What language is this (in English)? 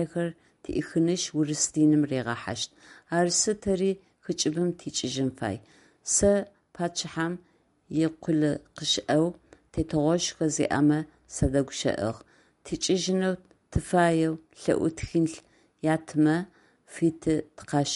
Adyghe